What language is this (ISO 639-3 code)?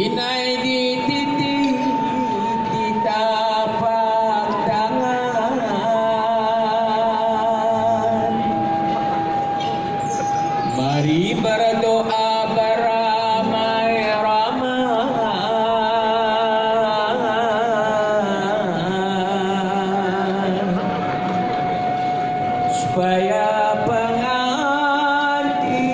msa